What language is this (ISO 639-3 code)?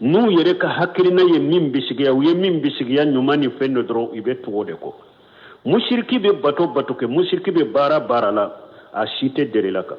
bam